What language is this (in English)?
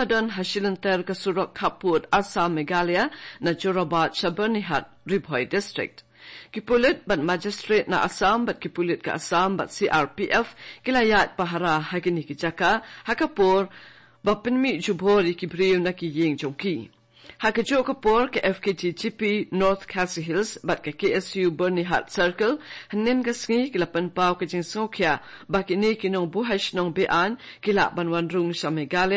Khasi